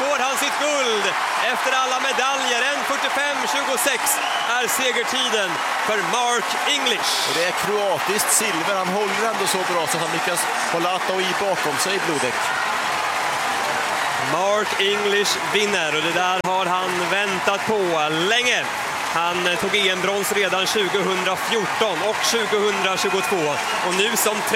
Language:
Swedish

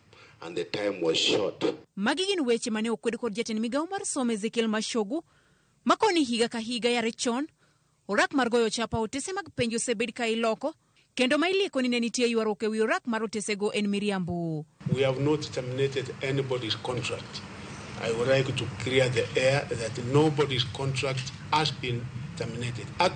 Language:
Luo (Kenya and Tanzania)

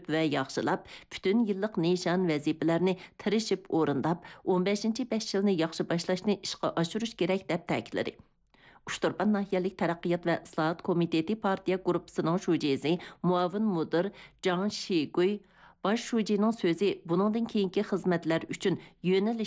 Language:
Uyghur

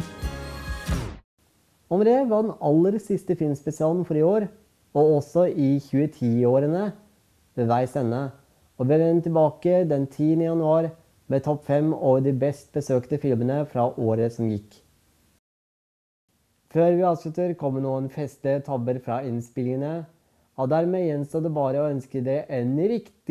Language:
Norwegian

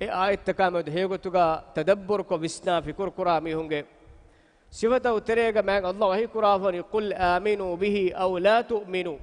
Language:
Divehi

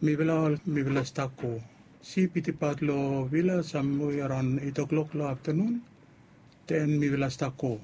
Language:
Bislama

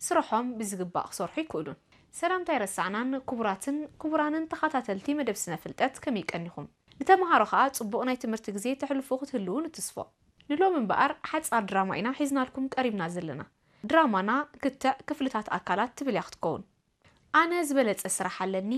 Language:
Tigrinya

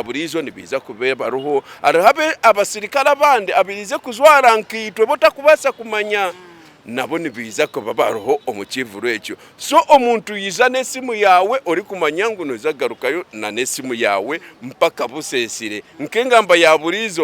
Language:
Nyankole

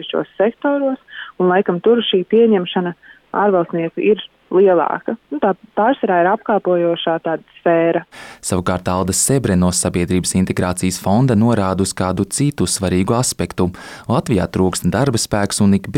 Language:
Latvian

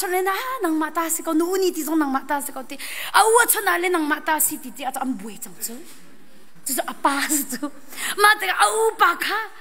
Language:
Hakha Chin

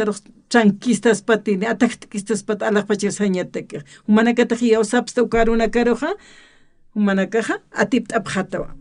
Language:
Aymara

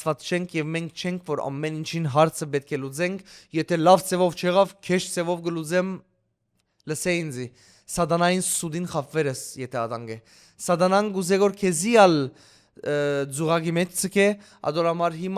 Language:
Western Armenian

